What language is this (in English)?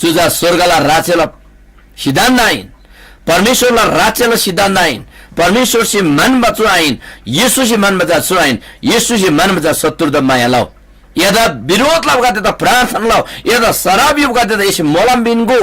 Eastern Tamang